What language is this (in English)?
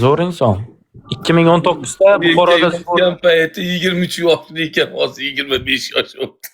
Uzbek